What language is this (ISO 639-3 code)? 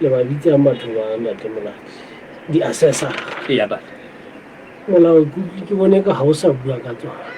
sot